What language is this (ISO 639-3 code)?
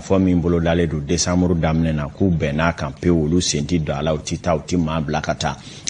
bam